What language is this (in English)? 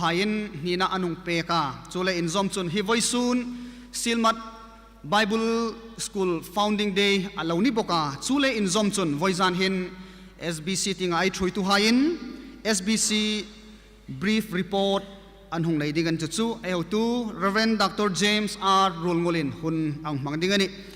Hmar